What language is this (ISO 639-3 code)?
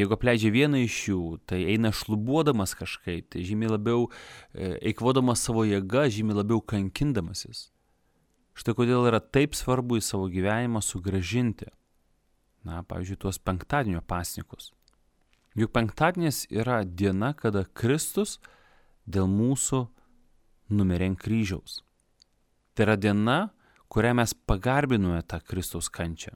lit